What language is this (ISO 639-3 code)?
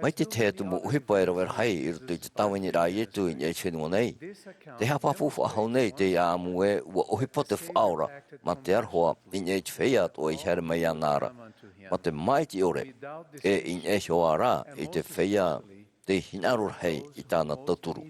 tah